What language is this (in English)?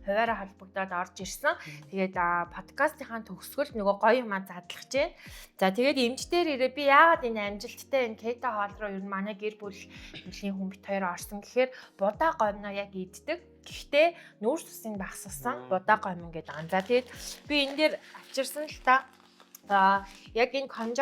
Mongolian